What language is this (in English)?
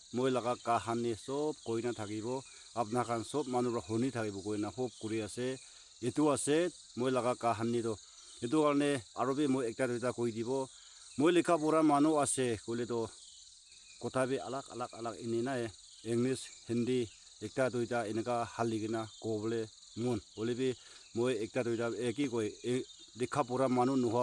Naga Pidgin